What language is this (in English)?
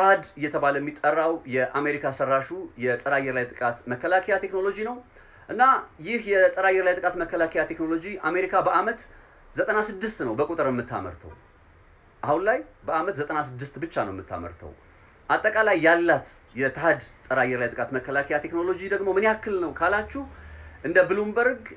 Amharic